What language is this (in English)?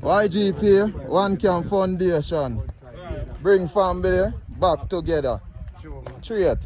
Jamaican Creole English